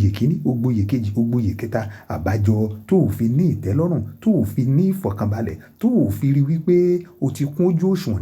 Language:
Yoruba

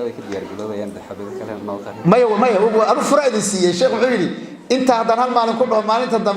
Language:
Somali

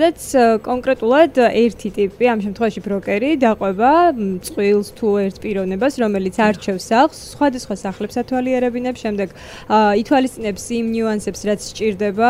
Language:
Georgian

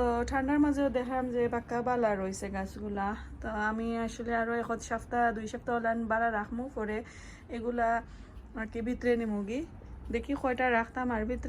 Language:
Sylheti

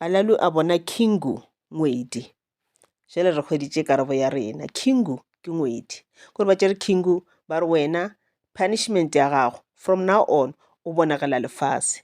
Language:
Northern Sotho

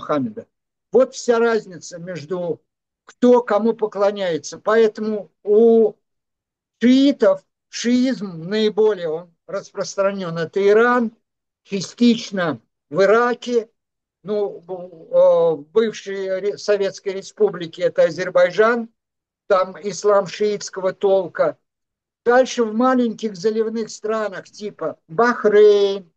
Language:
Russian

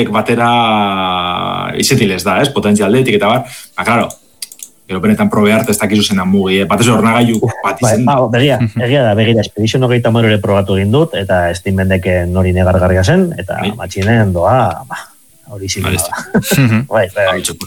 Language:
Basque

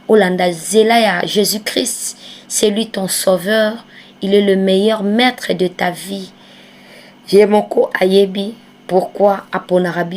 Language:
Lingala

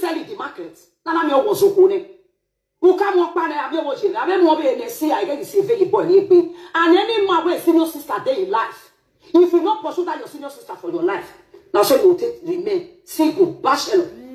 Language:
Nigerian Pidgin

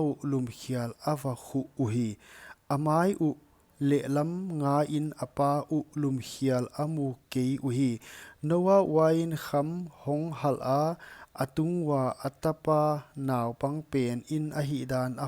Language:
Paite Chin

